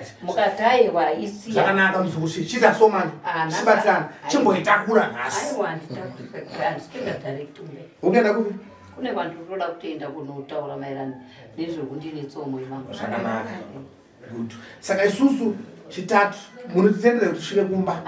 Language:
Shona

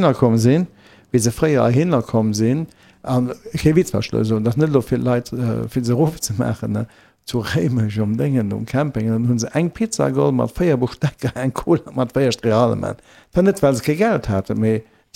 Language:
Luxembourgish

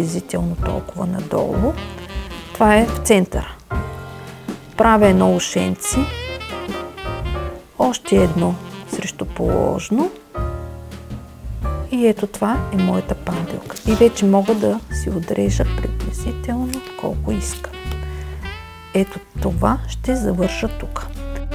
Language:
Bulgarian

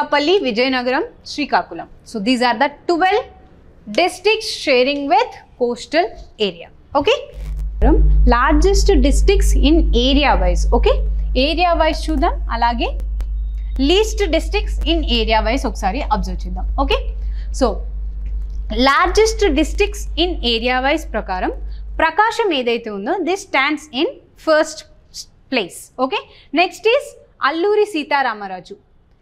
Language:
Telugu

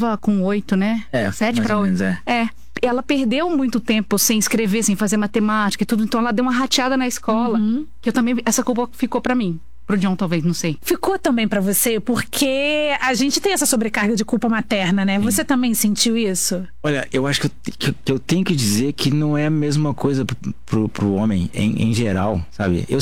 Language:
Portuguese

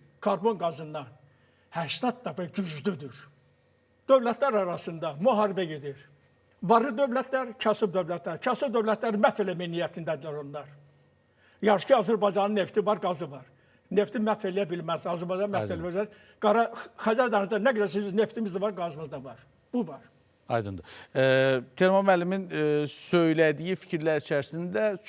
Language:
Azerbaijani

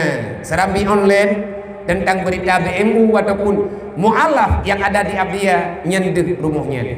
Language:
Achinese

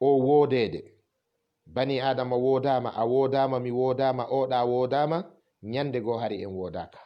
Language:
Fula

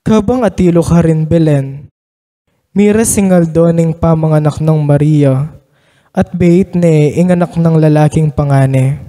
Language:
Pampanga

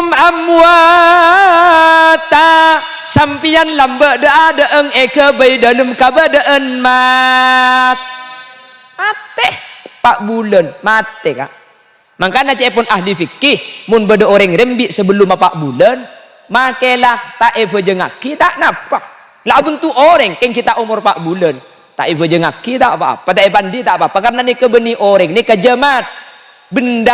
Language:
Madurese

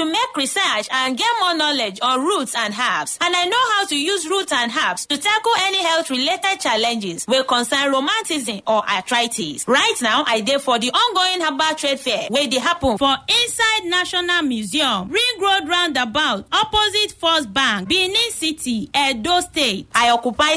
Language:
Nigerian Pidgin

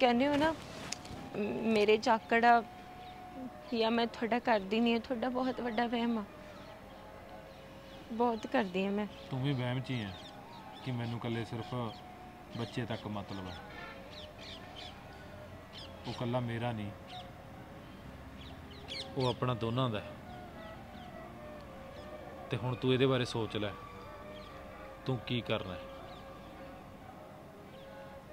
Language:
Punjabi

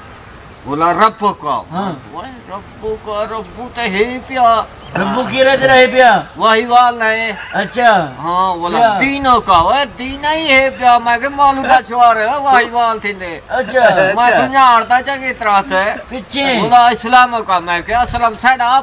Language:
Saraiki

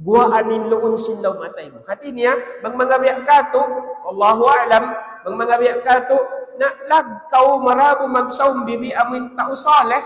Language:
Tausug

